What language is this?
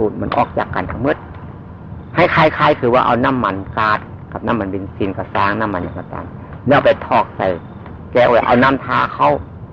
Northeastern Thai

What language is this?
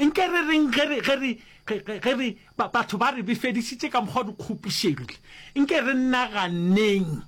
Northern Sotho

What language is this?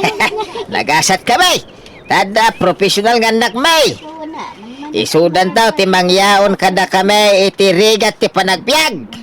Iloko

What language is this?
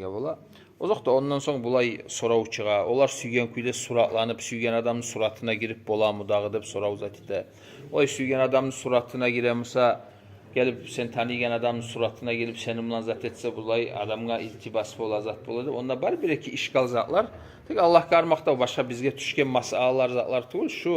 Kumyk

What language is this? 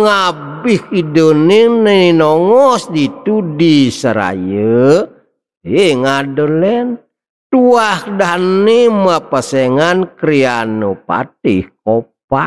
Balinese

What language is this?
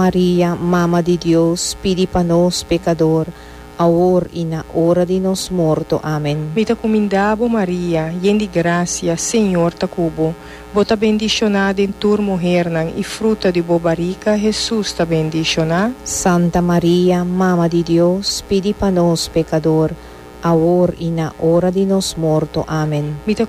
Papiamento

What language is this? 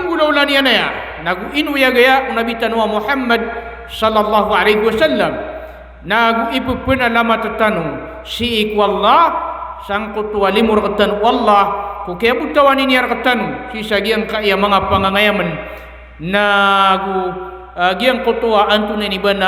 Maranao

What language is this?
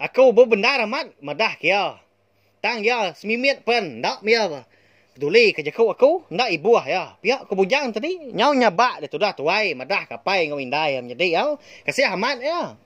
Iban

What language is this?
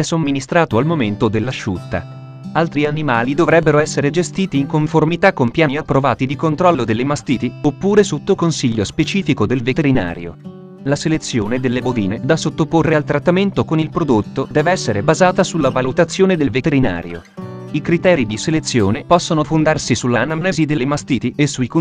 Italian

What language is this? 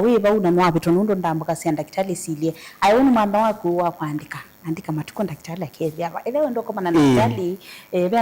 Kamba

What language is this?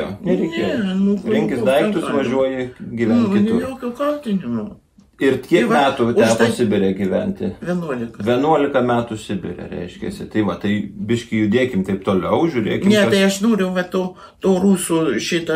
Lithuanian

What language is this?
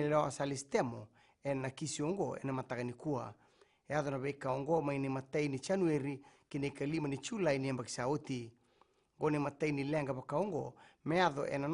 Fijian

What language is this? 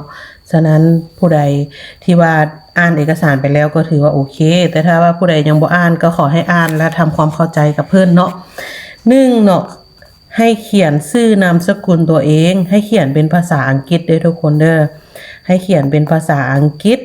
Lao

